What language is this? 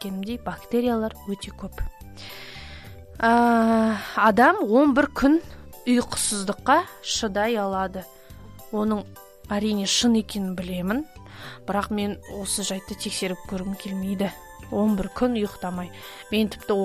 Kazakh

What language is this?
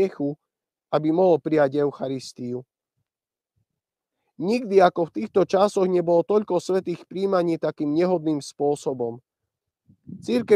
Slovak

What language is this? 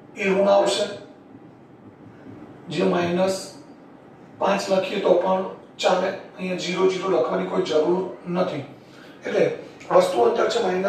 Gujarati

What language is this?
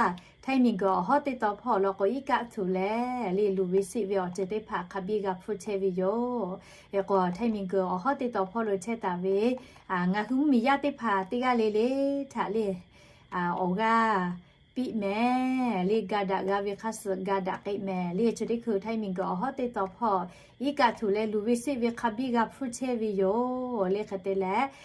Lahu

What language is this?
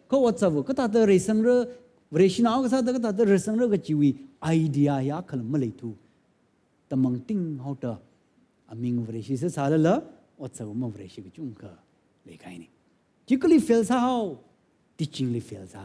Tangkhul Naga (India)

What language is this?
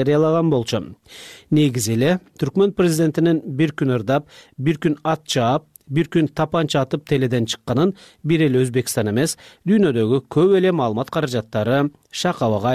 Kyrgyz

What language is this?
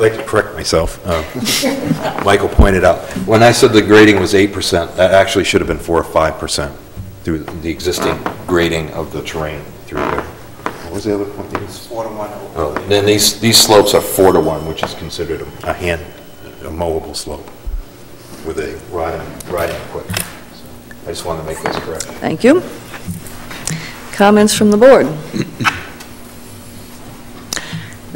English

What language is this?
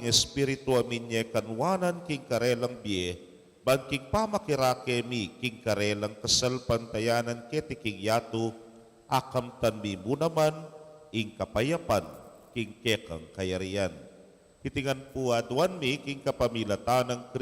Pampanga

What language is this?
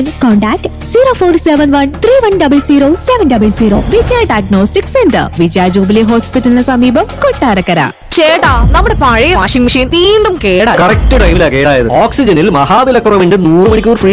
Malayalam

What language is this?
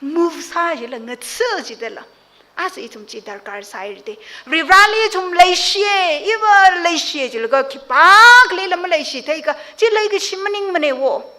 Tangkhul Naga (India)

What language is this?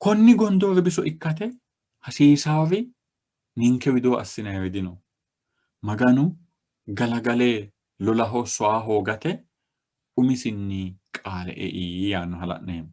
Sidamo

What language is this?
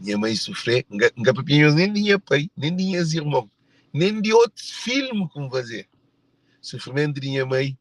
Kabuverdianu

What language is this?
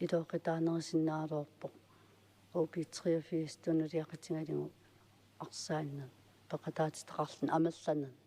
Kalaallisut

